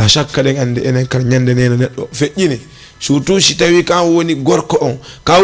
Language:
Fula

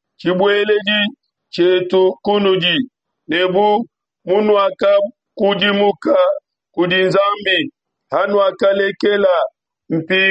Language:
Luba-Lulua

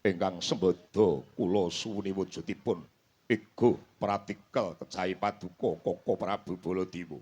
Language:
Javanese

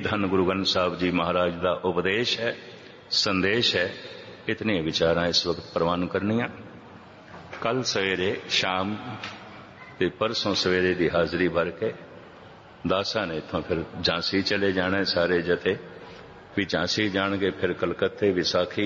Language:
Punjabi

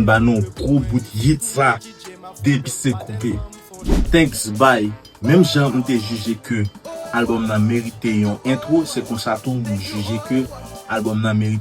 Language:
Haitian Creole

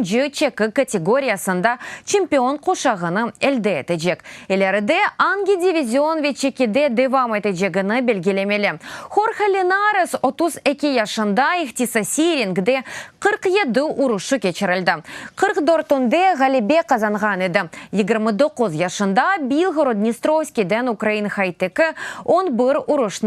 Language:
Crimean Tatar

